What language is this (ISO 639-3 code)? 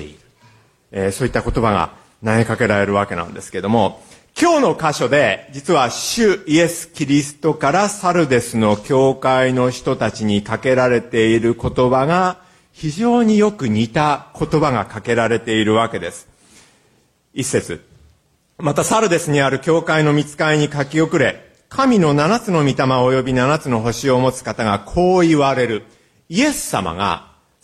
jpn